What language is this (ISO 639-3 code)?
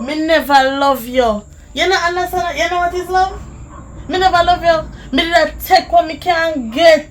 jam